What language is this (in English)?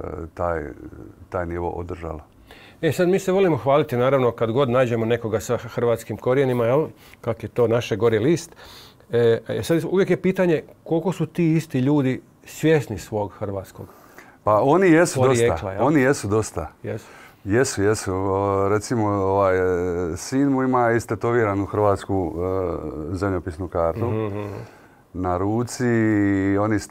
Croatian